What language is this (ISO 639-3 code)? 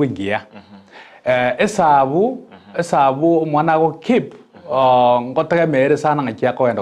guz